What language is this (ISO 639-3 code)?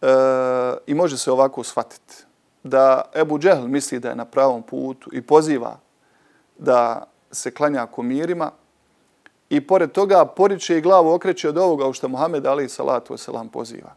bos